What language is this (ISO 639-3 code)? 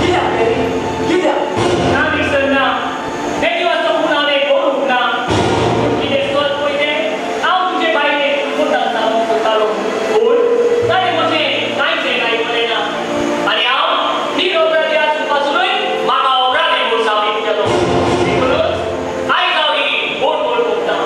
kok